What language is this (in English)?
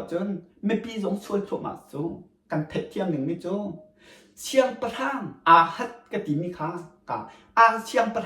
Hakha Chin